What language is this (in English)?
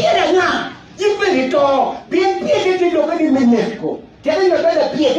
Acoli